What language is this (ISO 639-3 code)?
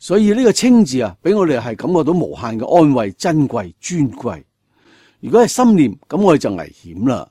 yue